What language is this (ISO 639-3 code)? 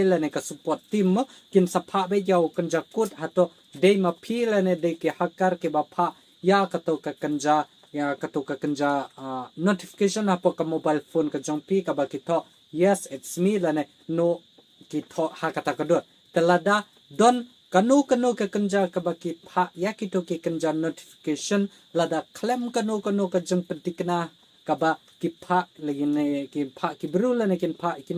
kha